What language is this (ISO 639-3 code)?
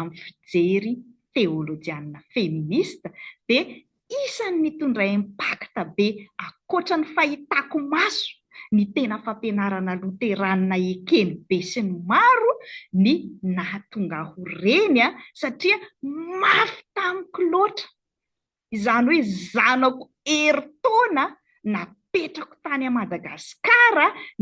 mlg